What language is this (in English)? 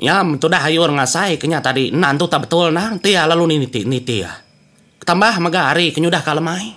Iban